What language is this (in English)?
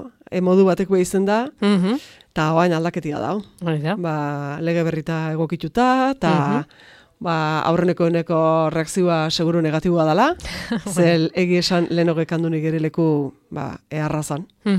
Basque